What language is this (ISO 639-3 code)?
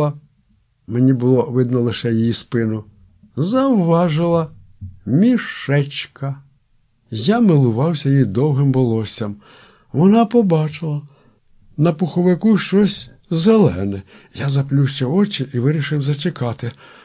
ukr